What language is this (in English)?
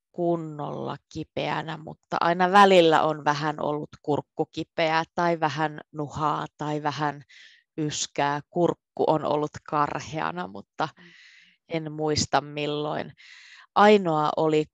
Finnish